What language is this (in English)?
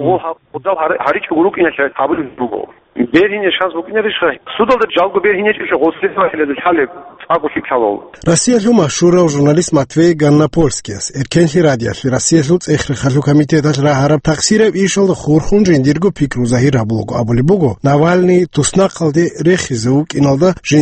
Avaric